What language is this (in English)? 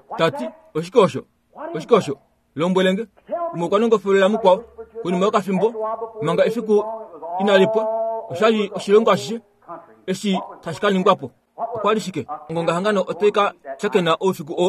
Kuanyama